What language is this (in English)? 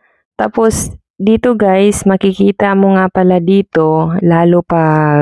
Filipino